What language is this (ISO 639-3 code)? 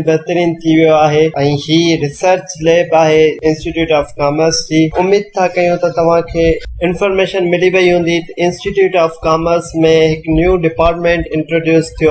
snd